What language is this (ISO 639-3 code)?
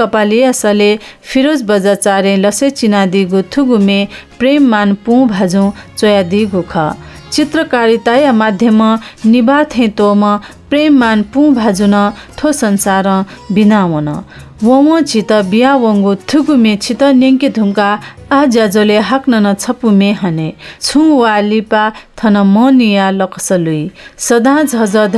new